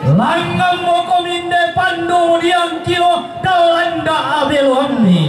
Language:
Toraja-Sa'dan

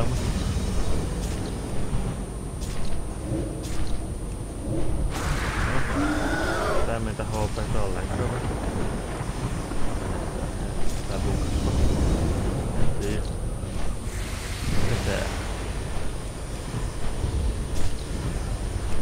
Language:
Finnish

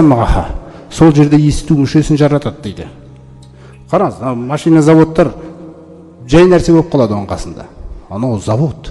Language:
Kazakh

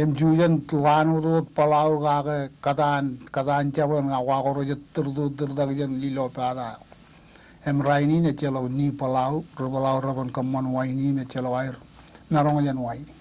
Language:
Marshallese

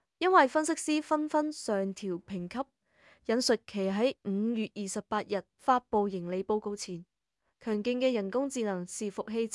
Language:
Cantonese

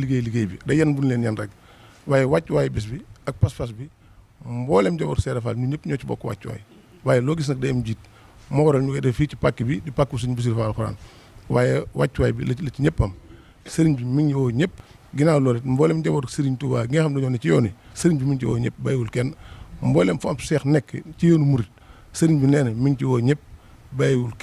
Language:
Wolof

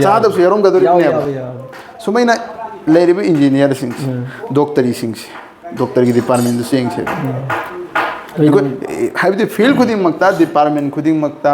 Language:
Manipuri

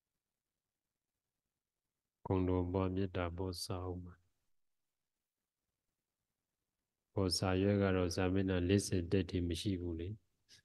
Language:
Burmese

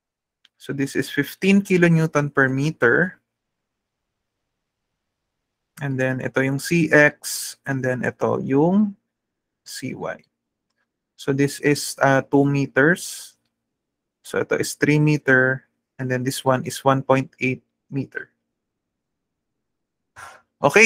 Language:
Filipino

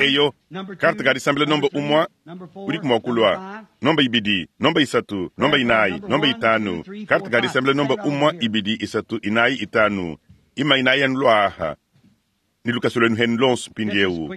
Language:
Luba-Lulua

